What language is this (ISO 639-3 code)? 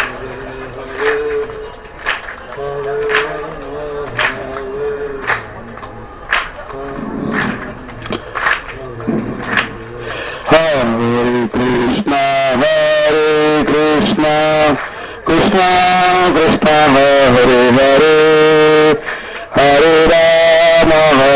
ori